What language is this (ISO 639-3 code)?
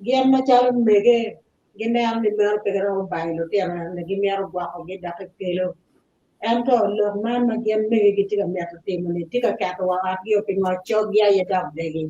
ach